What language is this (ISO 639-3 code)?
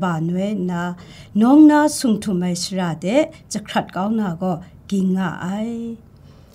kac